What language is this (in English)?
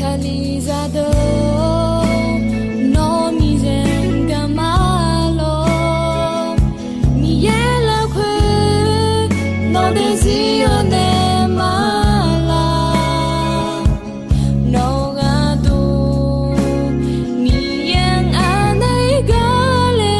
Akha